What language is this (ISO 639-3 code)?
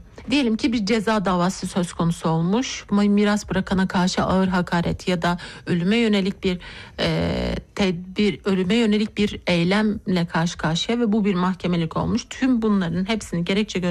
tur